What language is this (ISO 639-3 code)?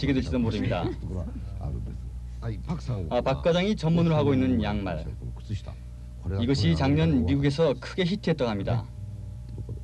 kor